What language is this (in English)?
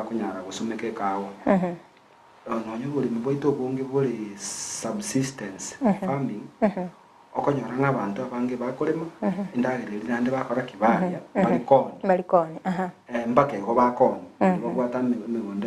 Gusii